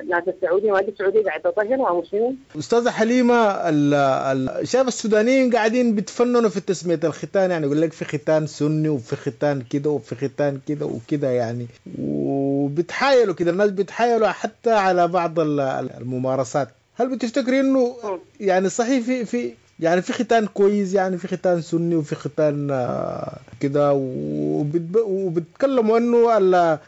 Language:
Sudanese Arabic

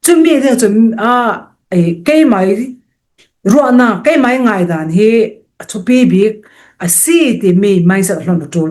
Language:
Falam Chin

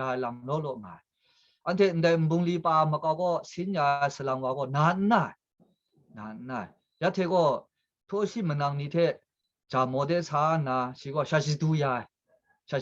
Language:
Kachin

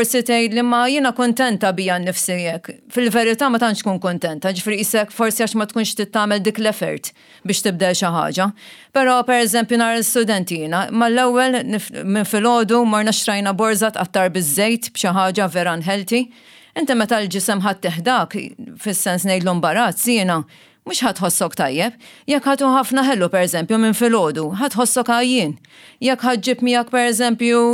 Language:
Maltese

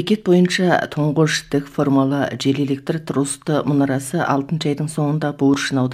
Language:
Kazakh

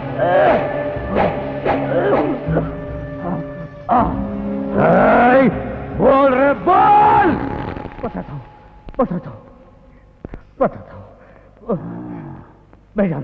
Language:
Kannada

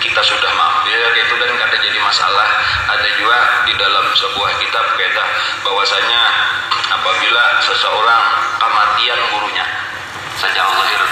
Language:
Banjar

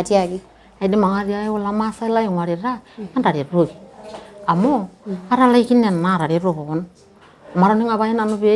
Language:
Masai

